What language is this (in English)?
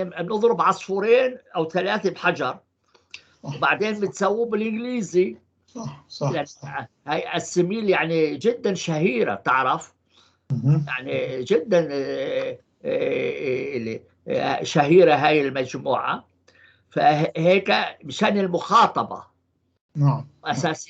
North Levantine Arabic